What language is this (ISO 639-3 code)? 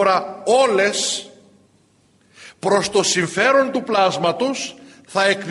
ell